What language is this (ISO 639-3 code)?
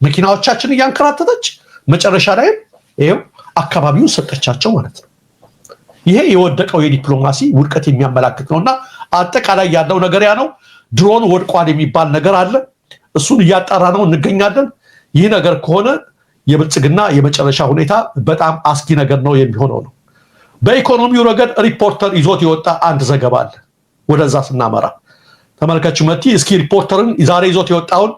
amh